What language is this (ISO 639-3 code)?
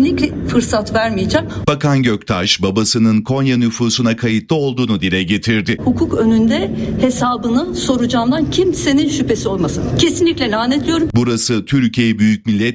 tur